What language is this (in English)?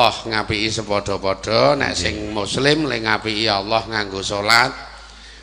Javanese